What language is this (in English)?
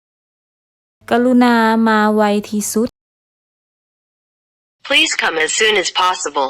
Lao